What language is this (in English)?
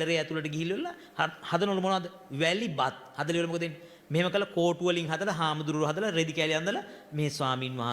Sinhala